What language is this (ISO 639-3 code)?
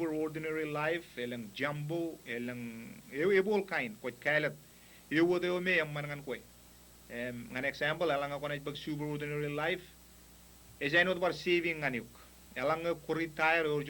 mah